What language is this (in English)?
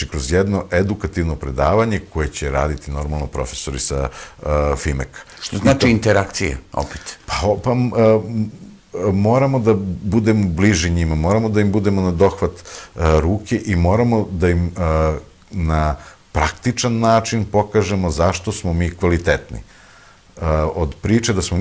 Serbian